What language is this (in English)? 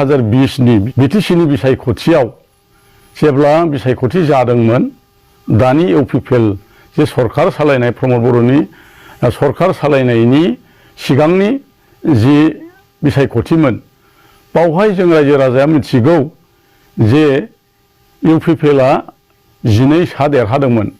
Bodo